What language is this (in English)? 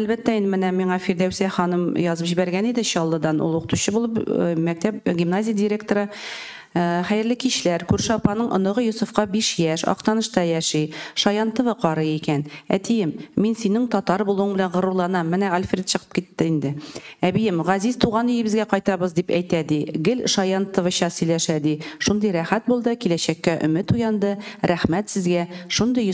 Tatar